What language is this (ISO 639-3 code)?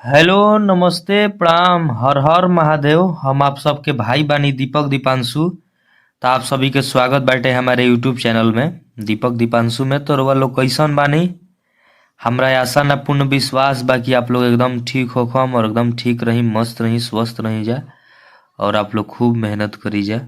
bho